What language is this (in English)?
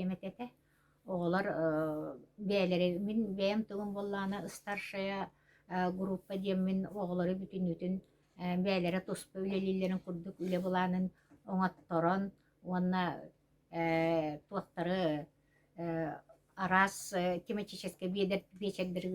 Yakut